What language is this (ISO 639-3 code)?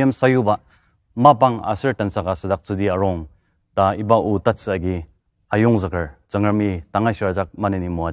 njo